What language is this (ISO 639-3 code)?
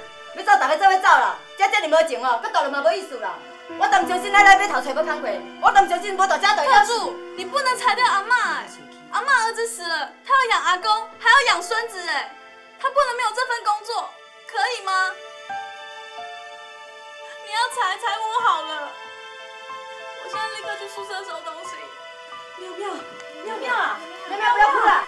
zho